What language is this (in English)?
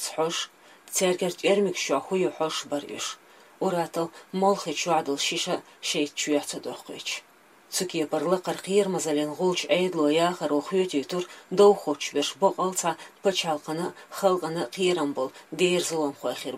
Chechen